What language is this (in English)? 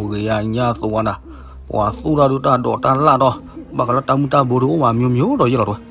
S'gaw Karen